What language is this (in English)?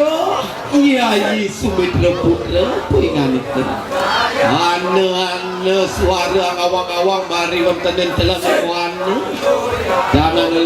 Balinese